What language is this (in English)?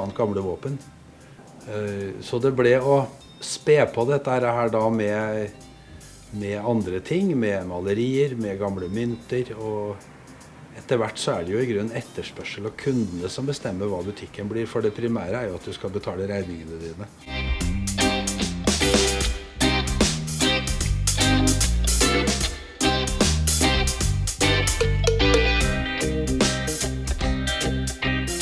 Norwegian